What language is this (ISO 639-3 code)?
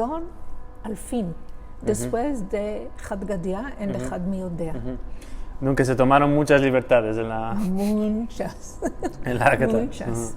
lad